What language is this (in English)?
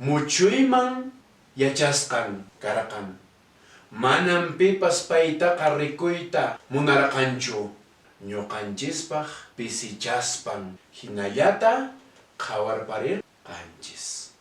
Quechua